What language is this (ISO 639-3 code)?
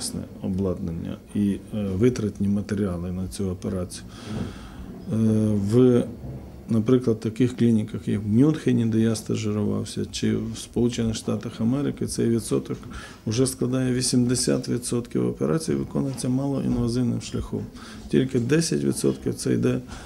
ukr